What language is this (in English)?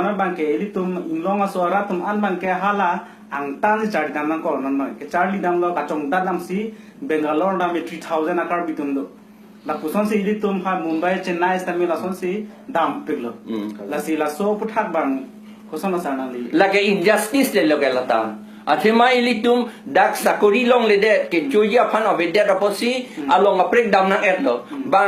Karbi